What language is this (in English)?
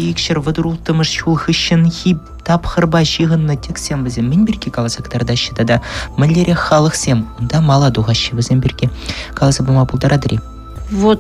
Chuvash